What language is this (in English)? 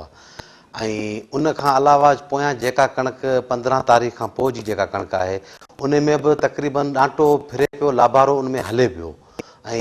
Sindhi